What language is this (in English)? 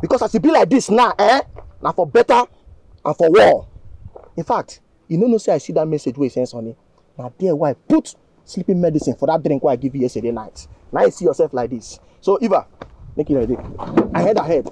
Nigerian Pidgin